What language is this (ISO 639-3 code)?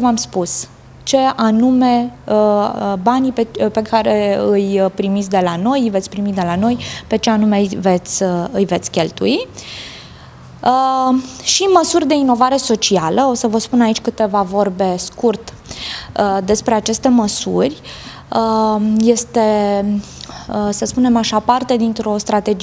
ron